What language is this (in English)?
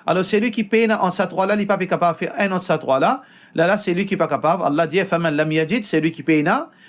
Morisyen